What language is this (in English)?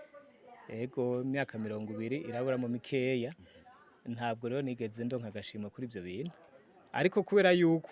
Rundi